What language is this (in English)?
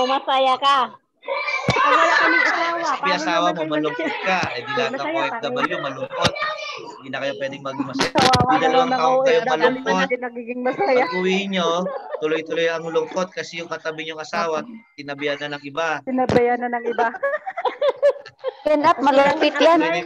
Filipino